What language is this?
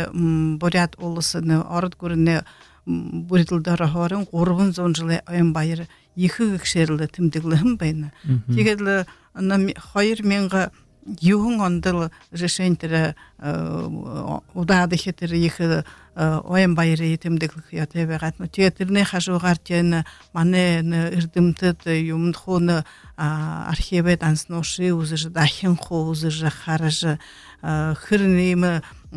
Buriat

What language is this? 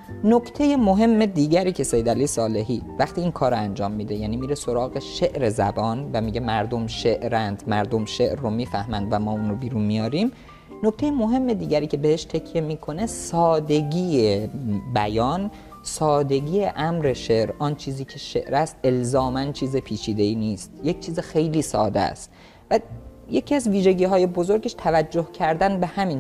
Persian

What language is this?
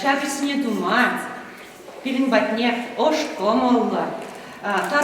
Chuvash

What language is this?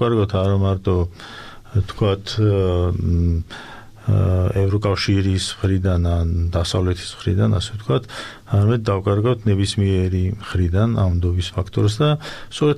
Georgian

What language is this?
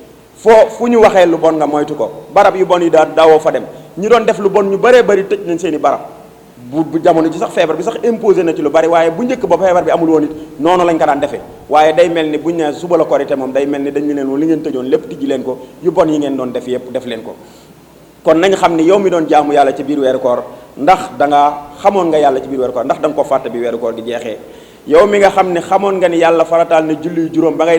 Wolof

